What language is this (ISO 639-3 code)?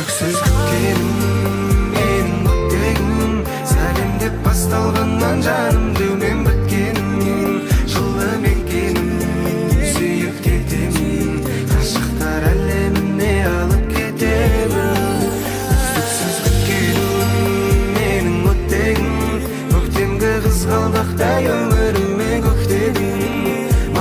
kaa